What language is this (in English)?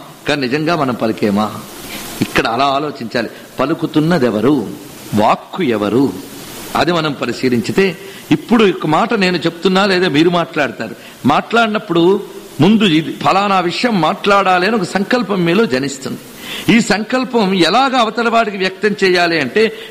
Telugu